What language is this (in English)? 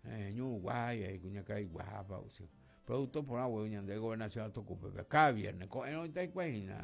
Guarani